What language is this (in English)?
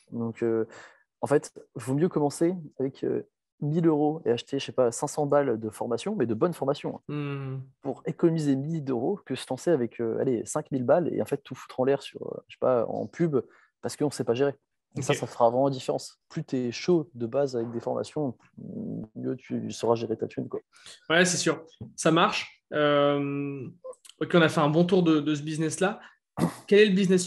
French